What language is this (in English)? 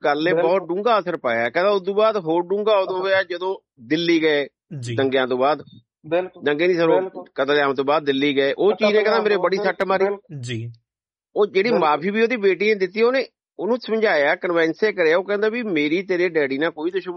Punjabi